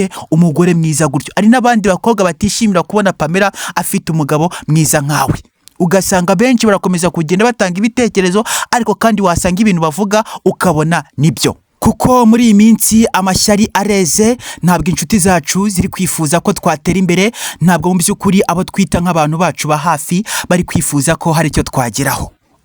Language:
Kinyarwanda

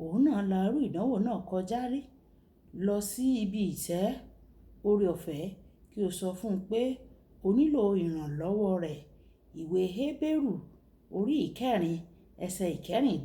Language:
Yoruba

